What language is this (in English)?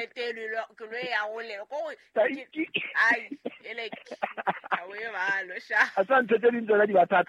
Southern Sotho